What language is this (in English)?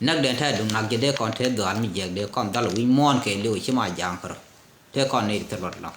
Nuer